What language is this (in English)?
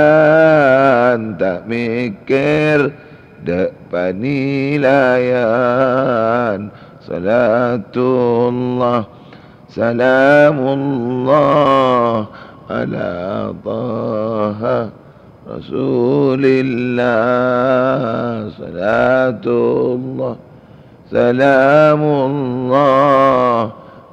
Madurese